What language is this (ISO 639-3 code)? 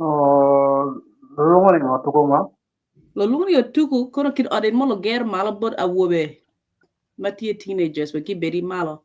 ach